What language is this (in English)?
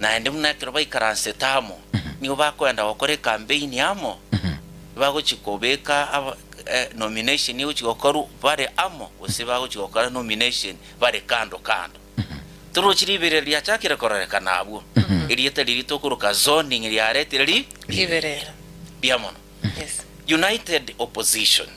Gusii